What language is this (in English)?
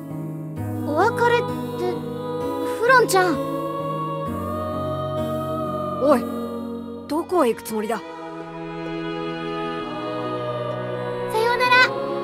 Japanese